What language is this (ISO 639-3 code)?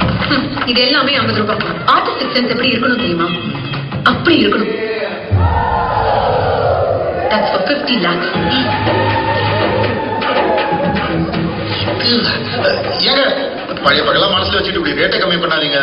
tam